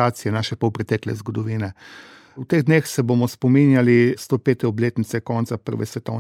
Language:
Slovenian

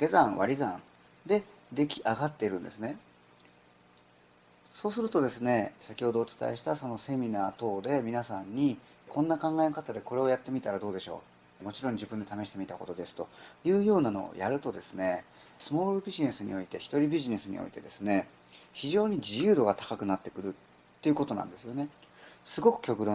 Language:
Japanese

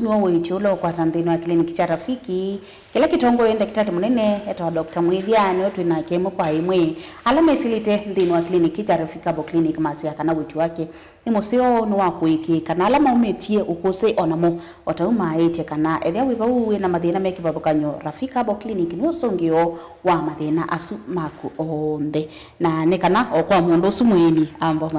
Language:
Kamba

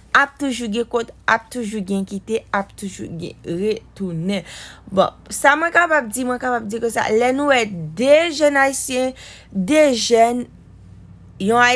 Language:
Haitian Creole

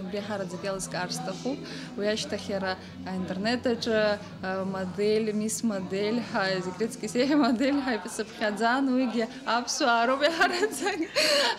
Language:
Abkhazian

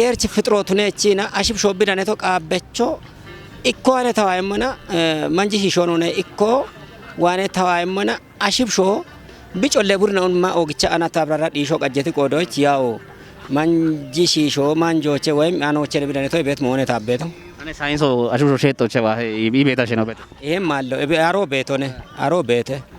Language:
Kafa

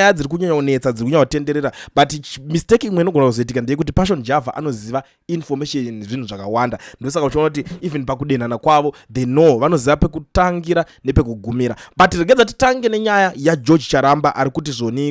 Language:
Shona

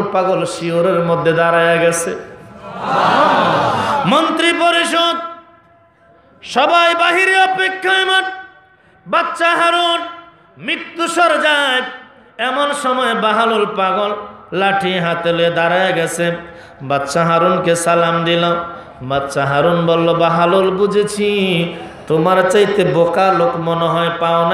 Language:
Bangla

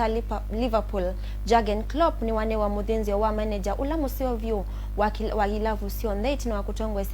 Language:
Kamba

